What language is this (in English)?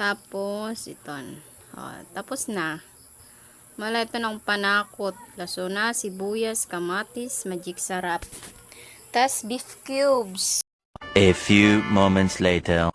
Waray